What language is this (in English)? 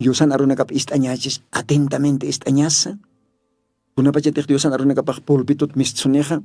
Aymara